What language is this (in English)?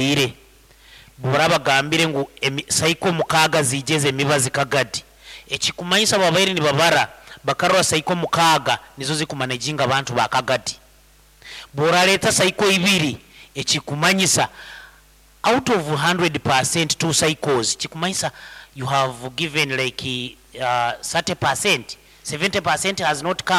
Nyankole